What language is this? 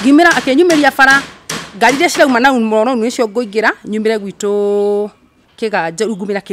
Kikuyu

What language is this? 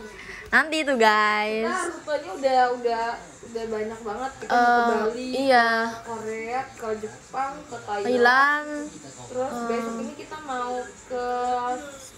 Indonesian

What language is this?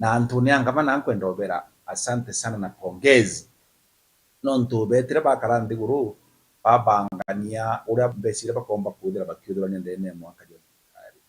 Meru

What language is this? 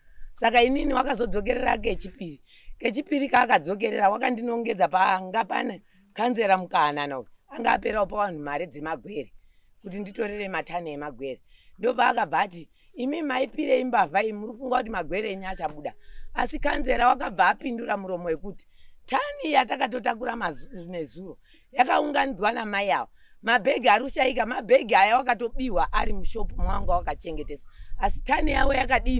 Shona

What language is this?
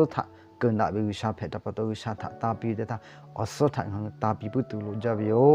Lahu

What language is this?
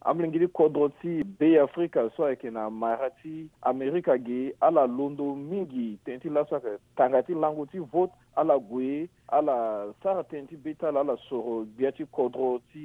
Sango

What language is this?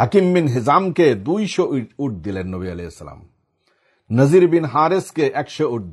Bangla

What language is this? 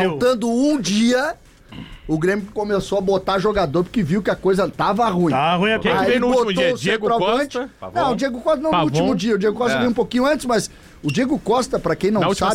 Portuguese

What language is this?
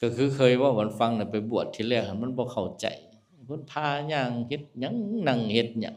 Northeastern Thai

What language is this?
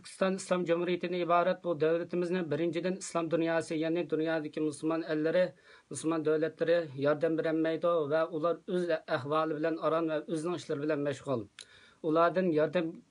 Uyghur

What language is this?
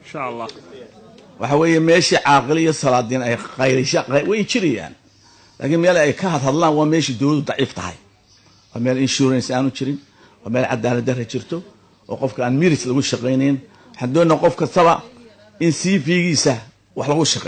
Somali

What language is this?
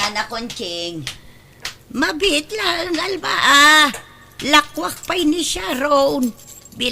Iloko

